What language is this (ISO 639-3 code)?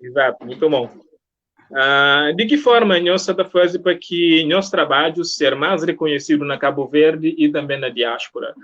kea